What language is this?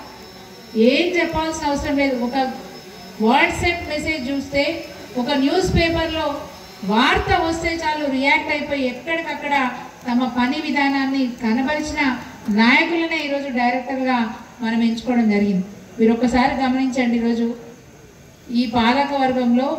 Telugu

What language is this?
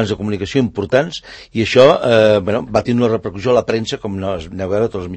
Catalan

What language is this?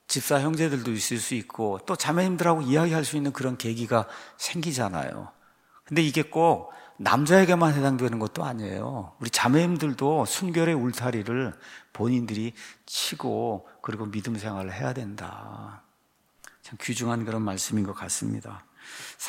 Korean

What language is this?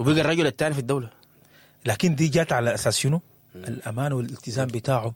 Sudanese Arabic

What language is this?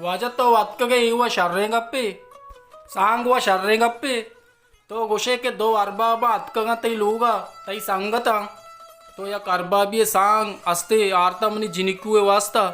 Baluchi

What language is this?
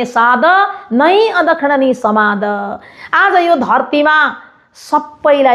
Nepali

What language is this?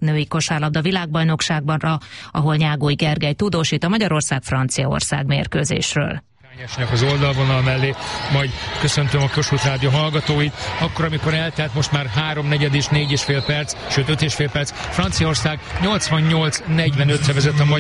Hungarian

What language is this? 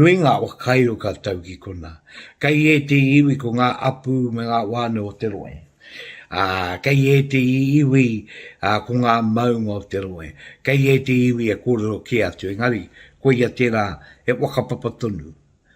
Māori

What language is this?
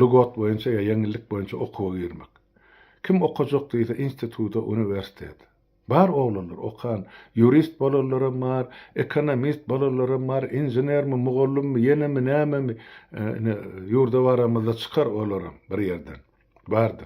Turkmen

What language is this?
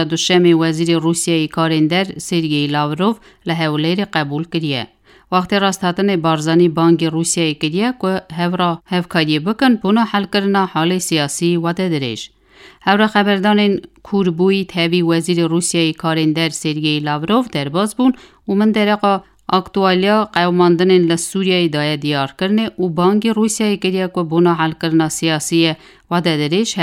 Kurdish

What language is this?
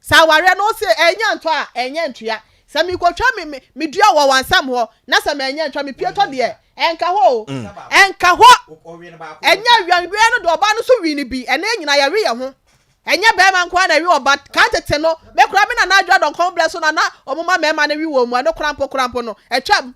Akan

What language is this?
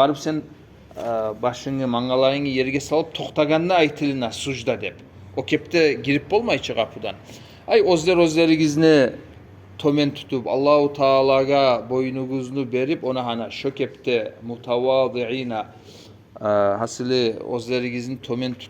Kumyk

